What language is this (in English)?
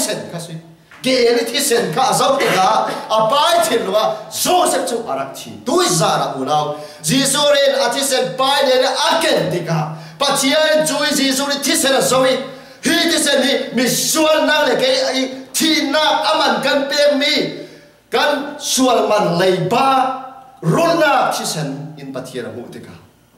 Falam Chin